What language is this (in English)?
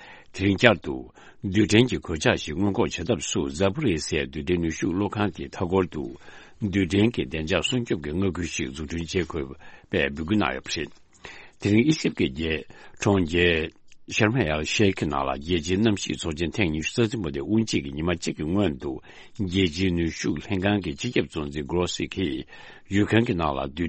Tibetan